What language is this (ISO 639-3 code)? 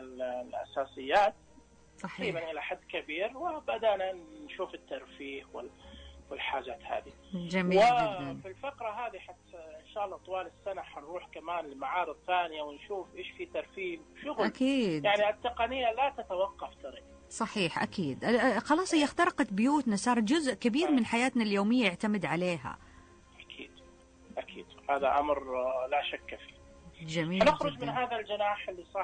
ars